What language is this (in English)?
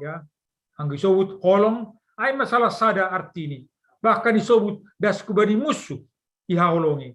Batak Simalungun